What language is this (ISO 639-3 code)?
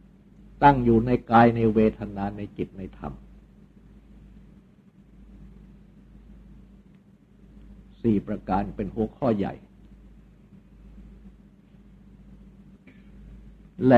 tha